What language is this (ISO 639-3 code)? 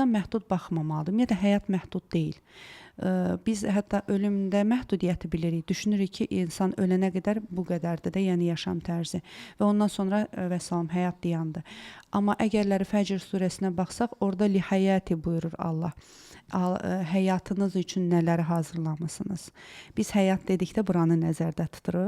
aze